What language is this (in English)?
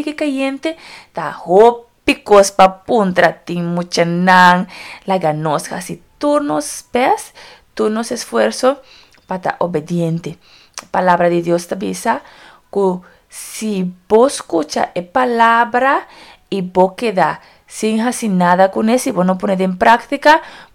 Papiamento